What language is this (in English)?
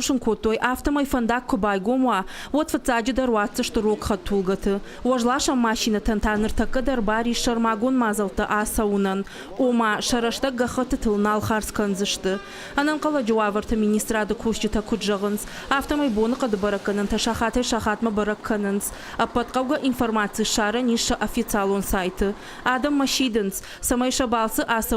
Ossetic